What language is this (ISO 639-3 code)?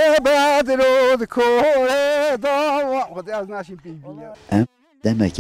kur